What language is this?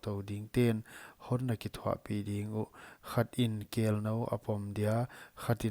Paite Chin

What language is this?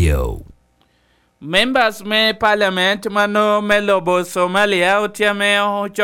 Lango (Uganda)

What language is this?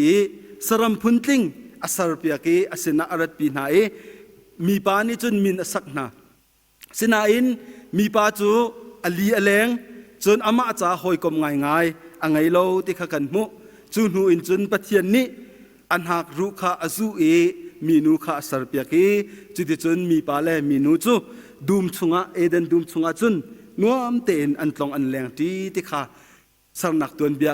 Hakha Chin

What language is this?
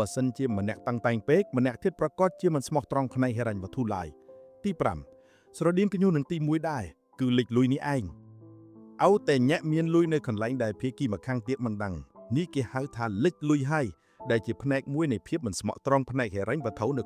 Khmer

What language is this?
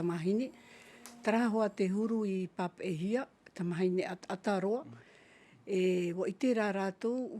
Tahitian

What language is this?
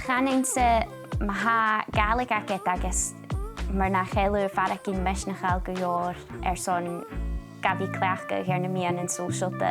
Scottish Gaelic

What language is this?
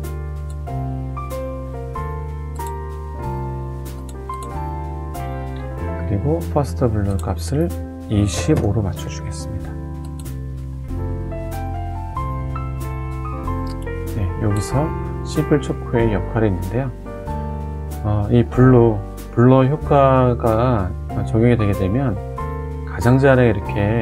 Korean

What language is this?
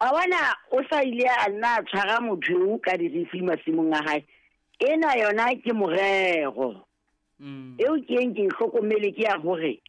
Southern Sotho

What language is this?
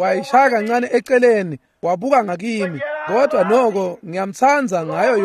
Swati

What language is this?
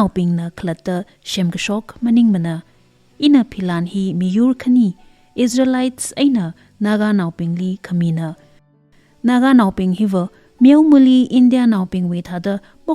Tangkhul Naga (India)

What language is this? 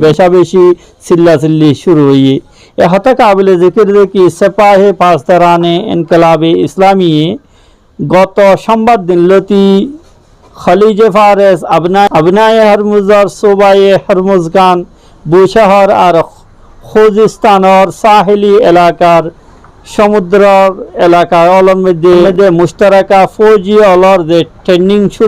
Rohingya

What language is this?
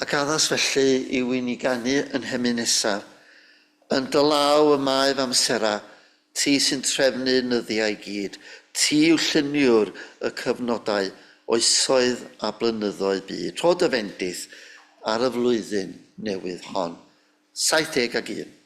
Welsh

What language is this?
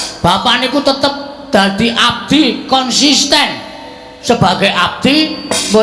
Javanese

